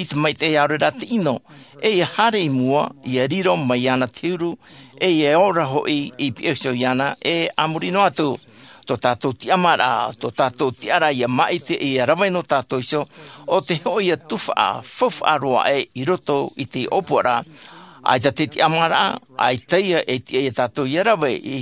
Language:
Tahitian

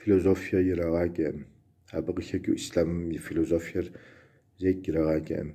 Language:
Kabardian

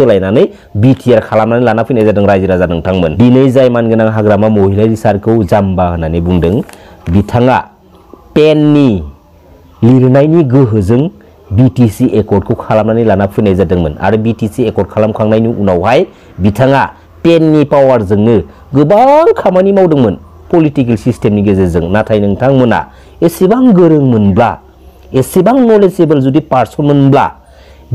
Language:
Bodo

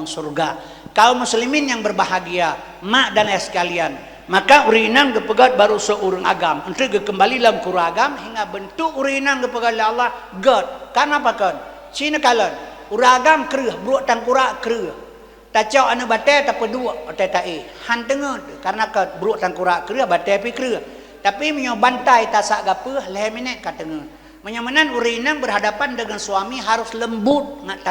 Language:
Achinese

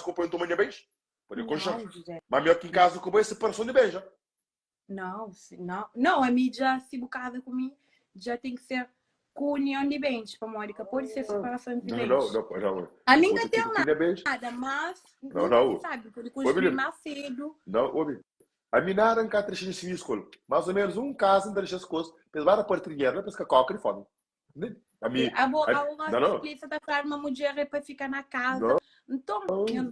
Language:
Kabuverdianu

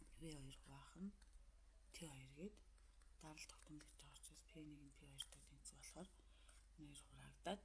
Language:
Mongolian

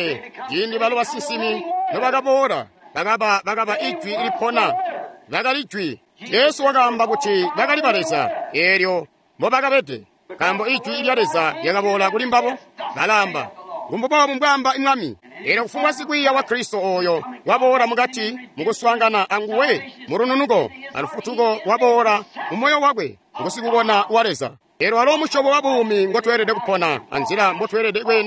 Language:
Tonga (Zambia)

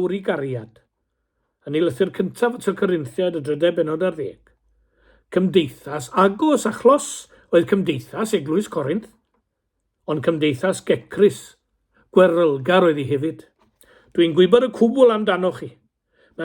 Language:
Welsh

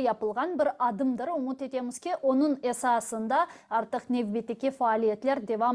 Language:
Crimean Tatar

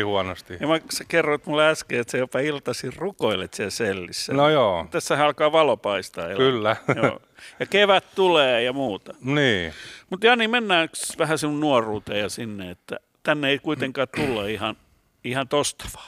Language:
Finnish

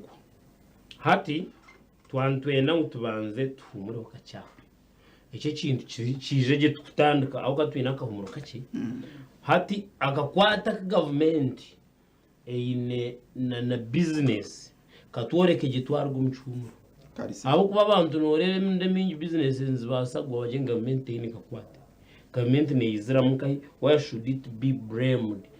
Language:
Nyankole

